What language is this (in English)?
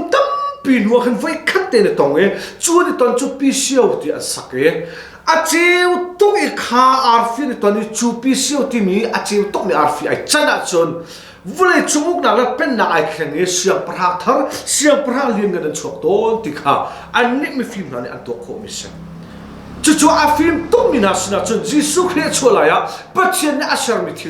Hakha Chin